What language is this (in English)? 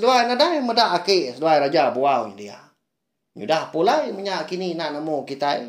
Iban